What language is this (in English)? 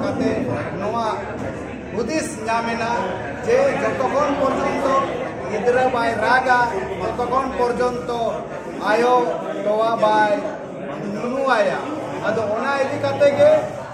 Santali